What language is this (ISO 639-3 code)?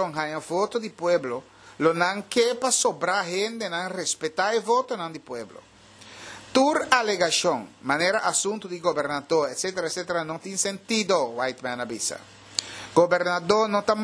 pap